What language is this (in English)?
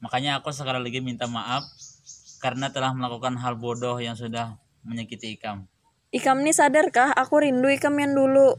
Banjar